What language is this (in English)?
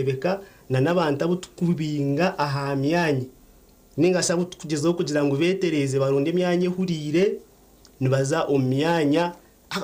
Nyankole